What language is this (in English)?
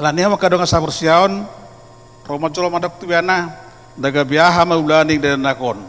Batak Toba